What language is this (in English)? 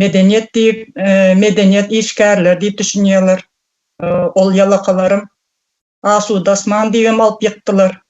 Turkmen